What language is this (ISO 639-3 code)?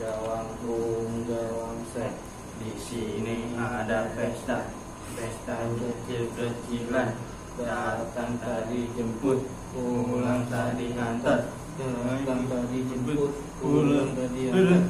bew